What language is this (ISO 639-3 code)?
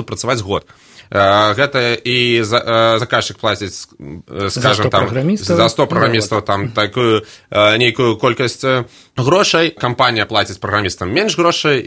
bel